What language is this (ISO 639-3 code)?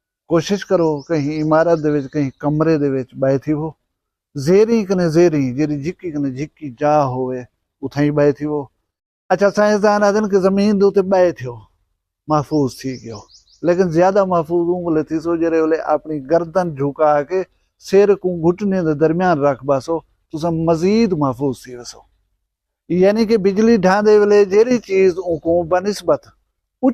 skr